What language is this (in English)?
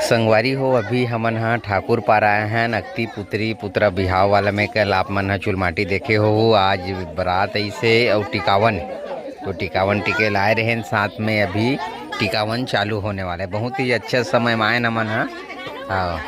Chhattisgarhi